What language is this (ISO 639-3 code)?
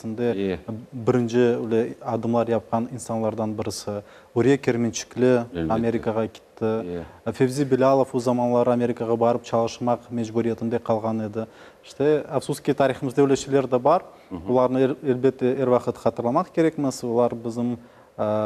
crh